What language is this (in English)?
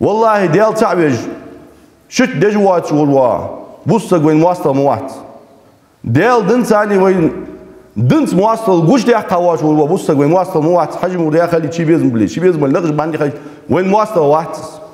Ingush